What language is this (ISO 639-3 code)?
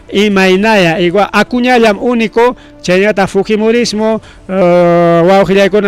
quy